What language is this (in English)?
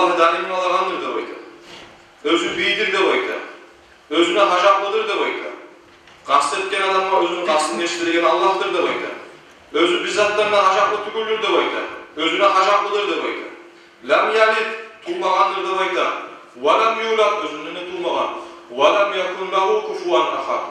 Kumyk